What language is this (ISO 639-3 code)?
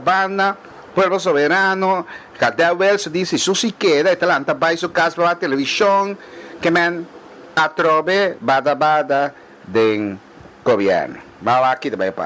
pap